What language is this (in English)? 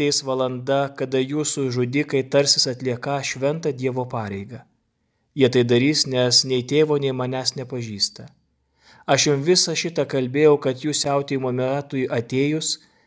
Lithuanian